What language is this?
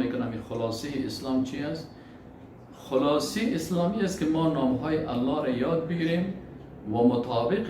Persian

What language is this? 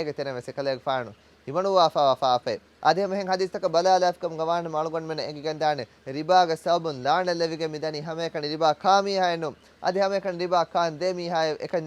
Divehi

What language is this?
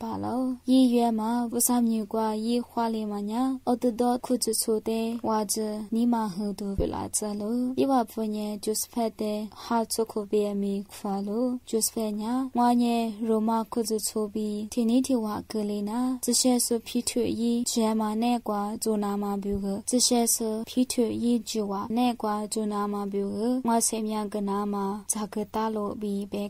Lisu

